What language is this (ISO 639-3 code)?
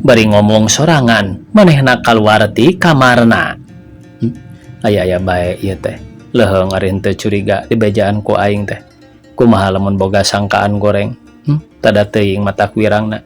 sun